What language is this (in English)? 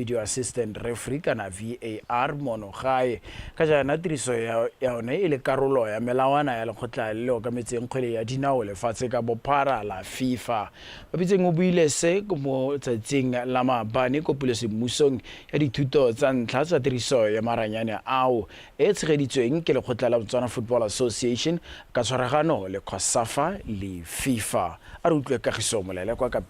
Tswana